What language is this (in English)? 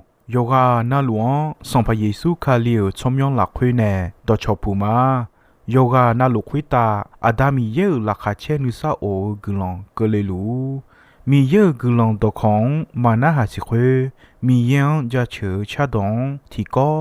Akha